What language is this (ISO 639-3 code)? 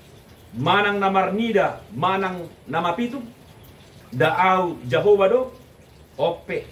bbc